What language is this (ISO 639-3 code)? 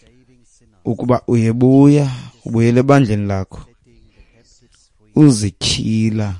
xho